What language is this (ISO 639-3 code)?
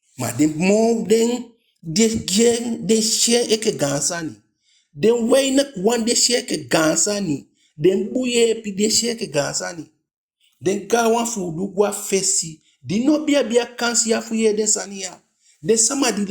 djk